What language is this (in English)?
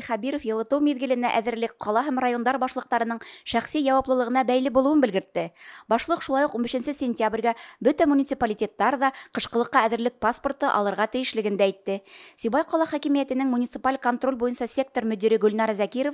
Bashkir